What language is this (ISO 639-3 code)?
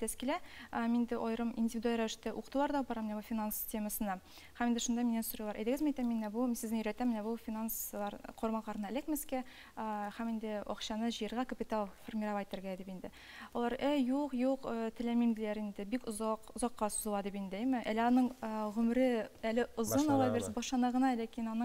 tat